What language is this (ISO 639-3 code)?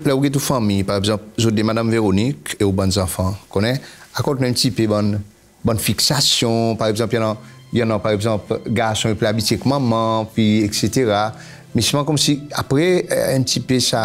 crs